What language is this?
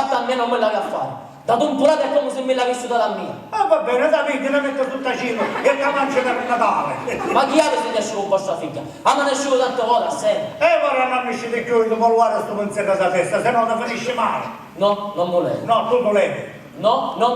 Sicilian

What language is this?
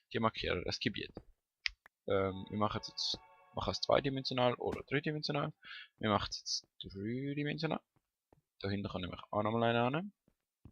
Swiss German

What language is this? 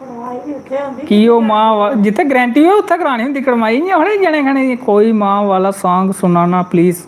Dogri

